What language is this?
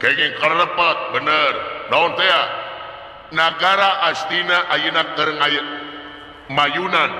Sundanese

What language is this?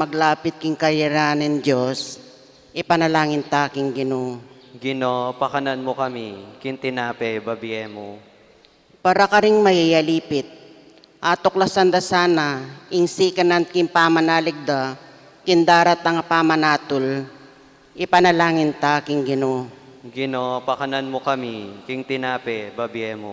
Pampanga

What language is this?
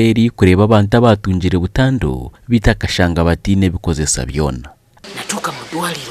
Nyankole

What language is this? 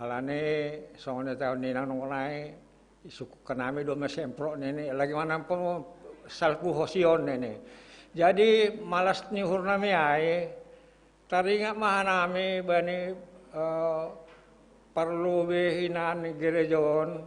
Batak Simalungun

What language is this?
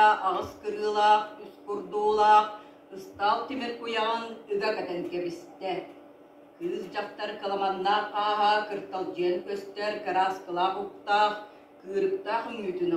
Yakut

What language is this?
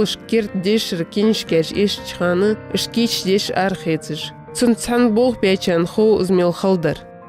Ingush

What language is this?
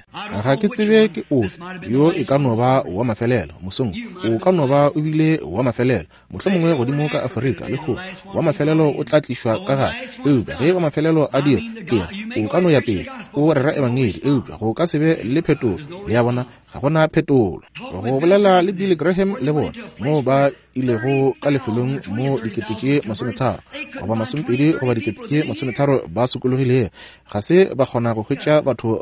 Northern Sotho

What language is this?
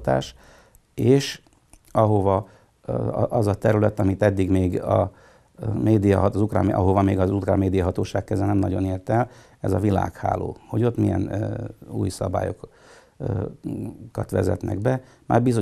Hungarian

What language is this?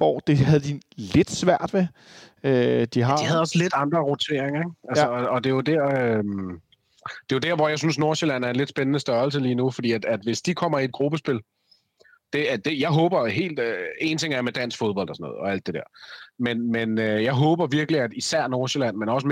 Danish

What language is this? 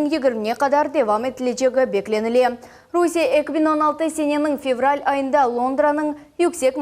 Crimean Tatar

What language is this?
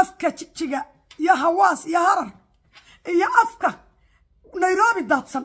Somali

